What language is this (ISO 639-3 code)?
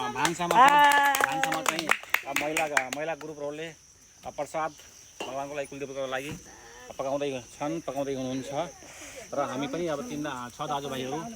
nep